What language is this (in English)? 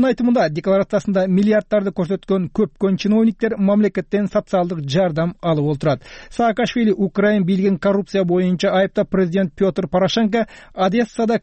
Kyrgyz